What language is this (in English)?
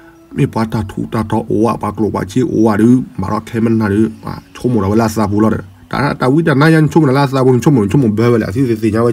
S'gaw Karen